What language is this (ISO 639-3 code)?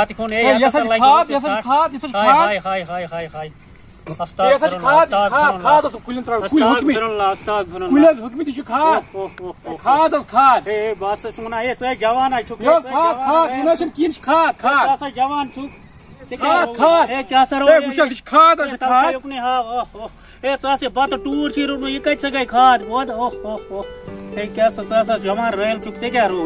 kas